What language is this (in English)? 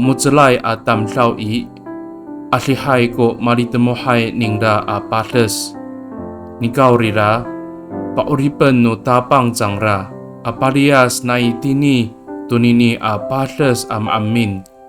Amis